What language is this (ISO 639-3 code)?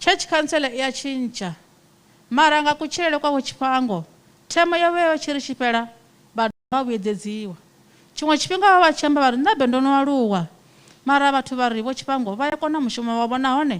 ven